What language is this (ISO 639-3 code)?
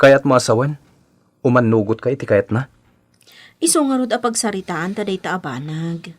ilo